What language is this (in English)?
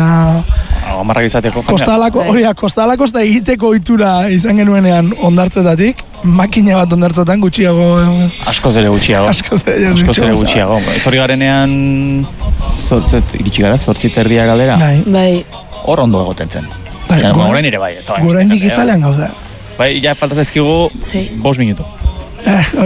Basque